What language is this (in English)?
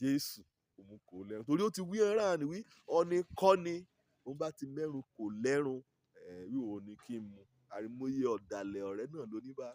Yoruba